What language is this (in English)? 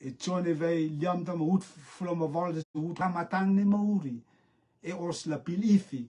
Rotuman